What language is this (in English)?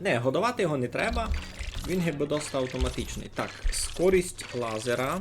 Rusyn